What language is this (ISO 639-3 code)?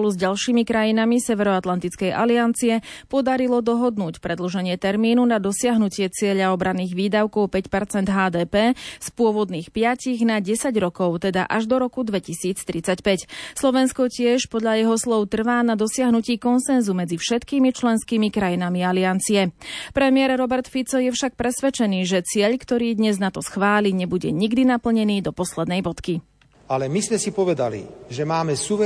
slk